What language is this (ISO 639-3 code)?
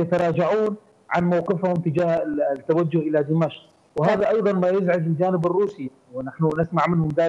ara